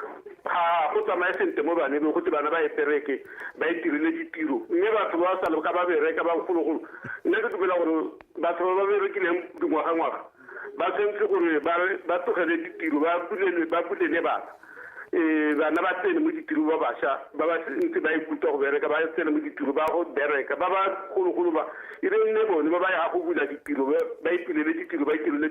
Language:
Tswana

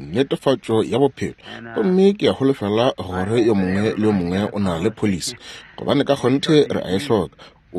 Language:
Northern Sotho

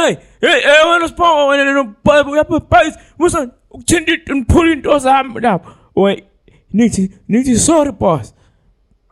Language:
Zulu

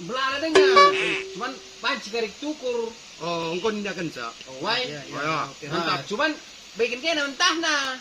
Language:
Batak Karo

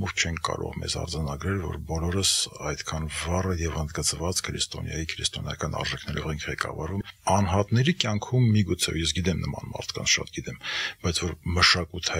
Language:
Armenian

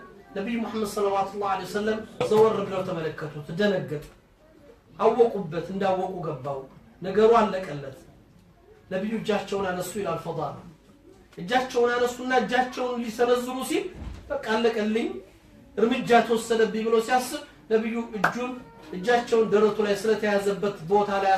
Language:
Amharic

